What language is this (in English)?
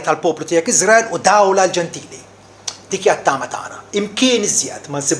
Maltese